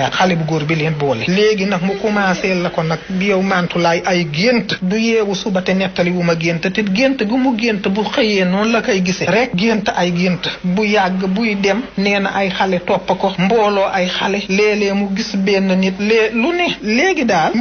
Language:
Wolof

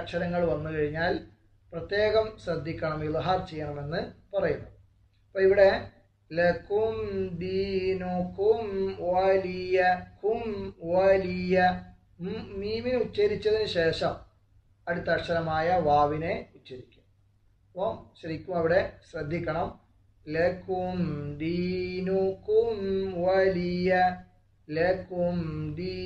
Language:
Malayalam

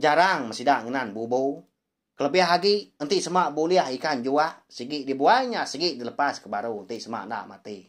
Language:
Iban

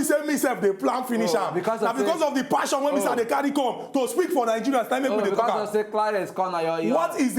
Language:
Nigerian Pidgin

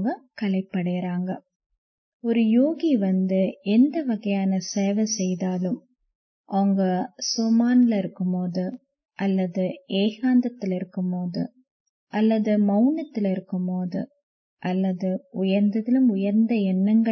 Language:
Tamil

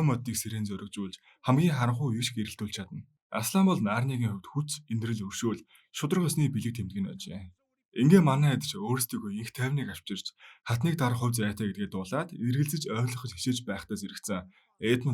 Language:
Mongolian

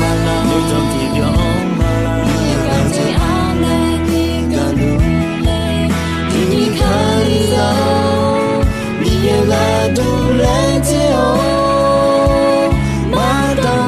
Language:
Akha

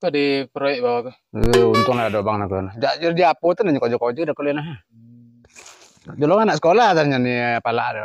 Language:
Minangkabau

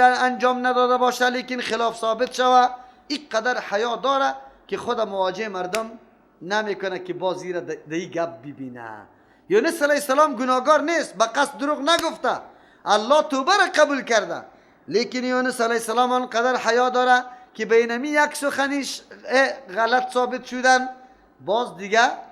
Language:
Persian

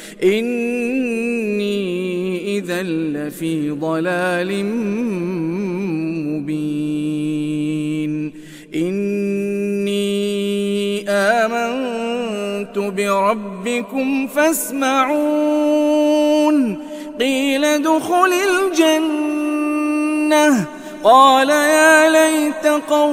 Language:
Arabic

